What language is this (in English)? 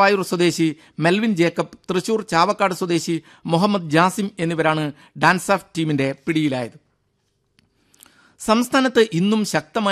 Malayalam